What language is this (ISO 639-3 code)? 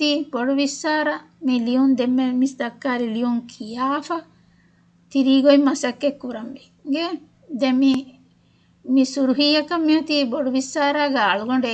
div